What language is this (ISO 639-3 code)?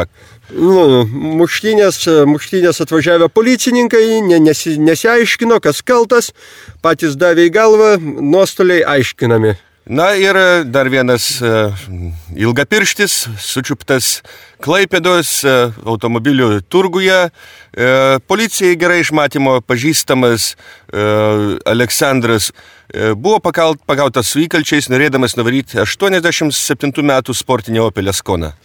lit